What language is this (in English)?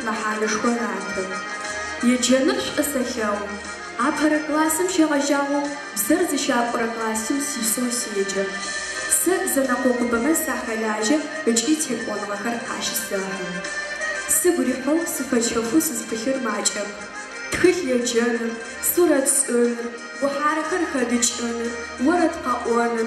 Adyghe